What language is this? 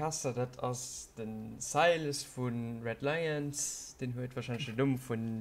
Luxembourgish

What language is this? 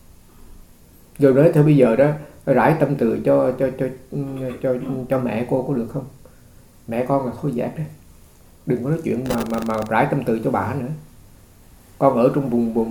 Vietnamese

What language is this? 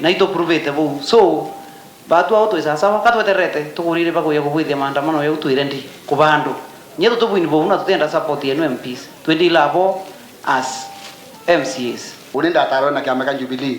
Meru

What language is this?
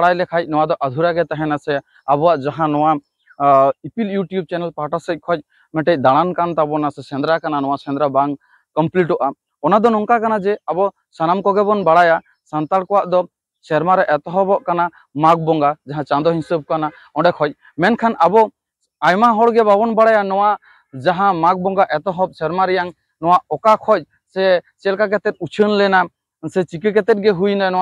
Santali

